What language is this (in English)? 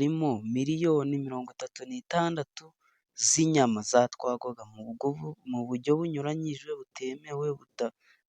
Kinyarwanda